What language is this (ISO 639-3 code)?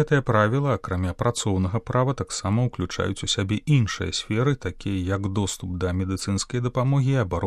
bel